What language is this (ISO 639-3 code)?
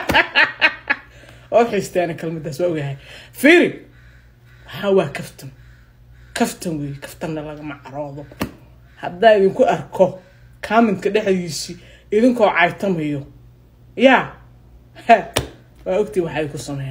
som